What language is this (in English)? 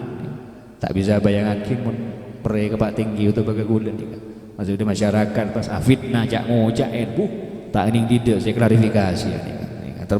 Madurese